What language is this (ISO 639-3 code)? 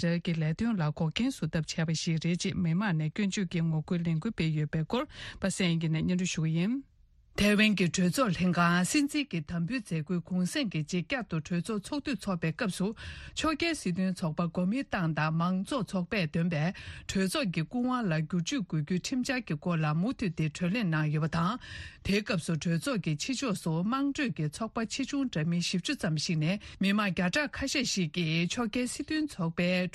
bod